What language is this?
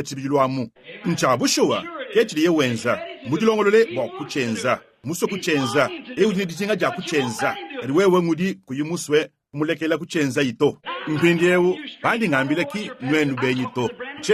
Luba-Lulua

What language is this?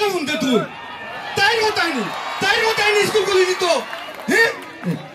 Sylheti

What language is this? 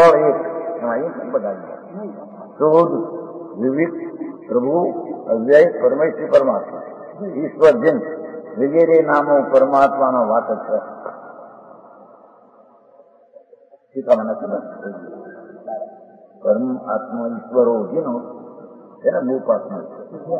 Gujarati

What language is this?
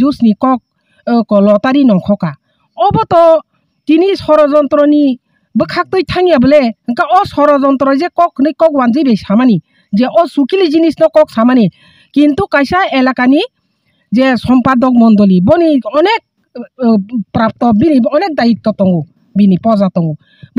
Kok Borok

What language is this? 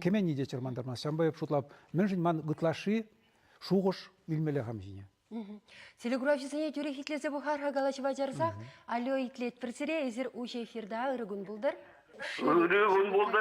Chuvash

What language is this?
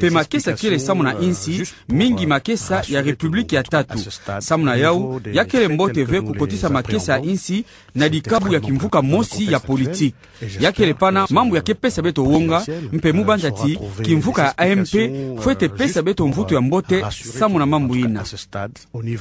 Kituba (Democratic Republic of Congo)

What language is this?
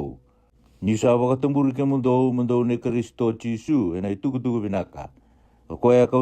Fijian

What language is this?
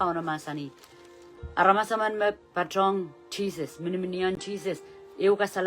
Pohnpeian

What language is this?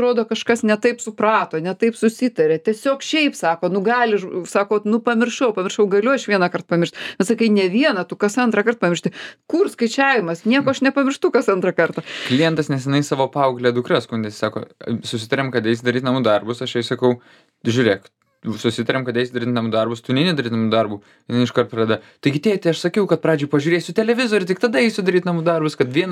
Lithuanian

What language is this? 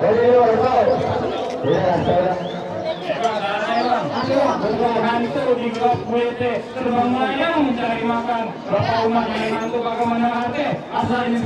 Betawi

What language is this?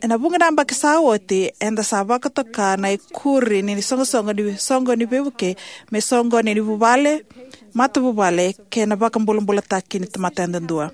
Fijian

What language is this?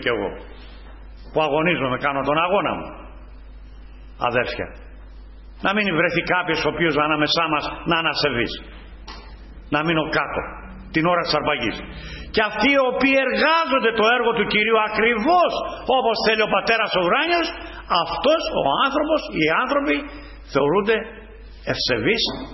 Greek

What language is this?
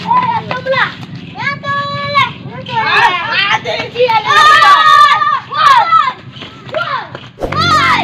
Minangkabau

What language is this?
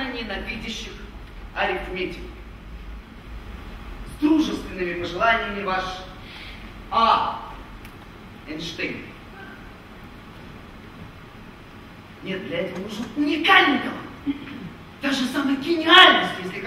Russian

